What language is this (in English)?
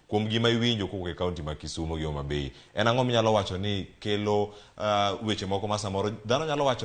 Luo (Kenya and Tanzania)